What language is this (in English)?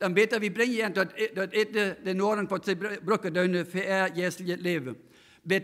Plautdietsch